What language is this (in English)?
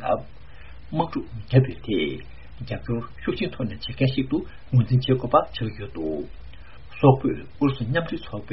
Tibetan